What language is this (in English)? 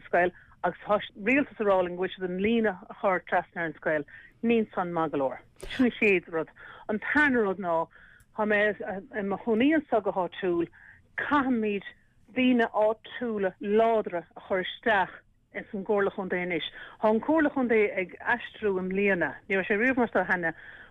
Irish